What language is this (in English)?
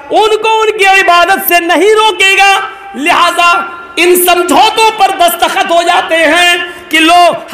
Urdu